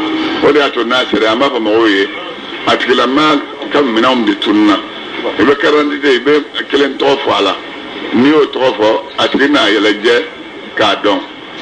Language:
Bambara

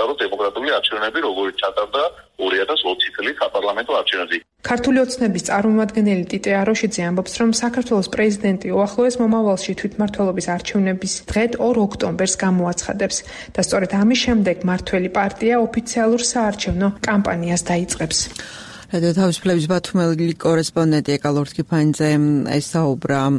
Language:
Georgian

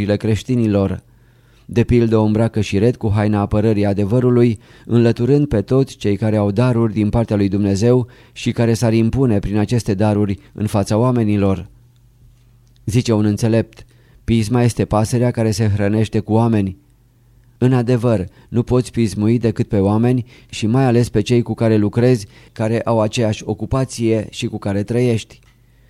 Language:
Romanian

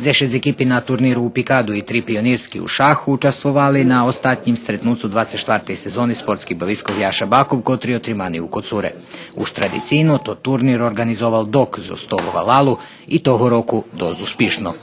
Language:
Rusyn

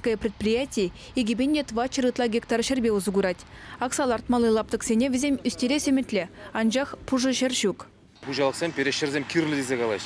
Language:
Chuvash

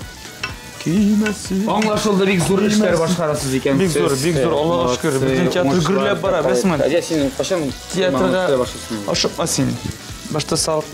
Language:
Tatar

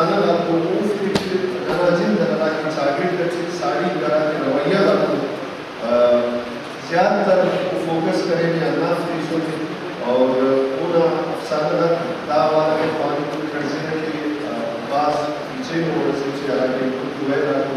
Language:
Brahui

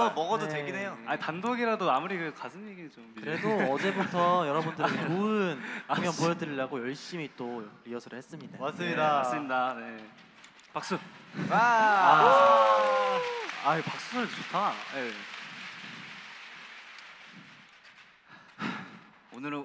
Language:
Korean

